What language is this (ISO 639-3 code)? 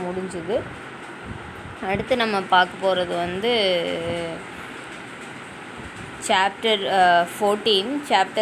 tam